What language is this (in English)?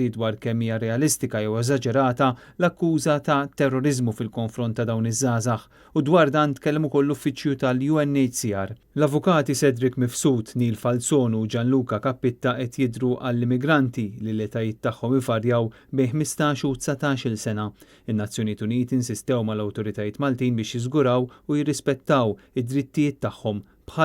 Maltese